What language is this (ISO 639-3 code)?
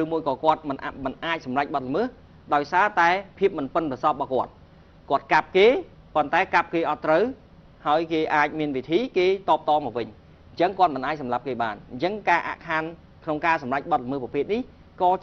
khm